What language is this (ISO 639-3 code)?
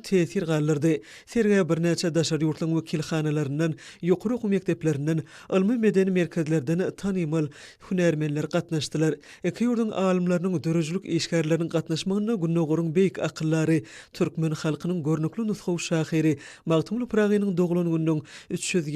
tuk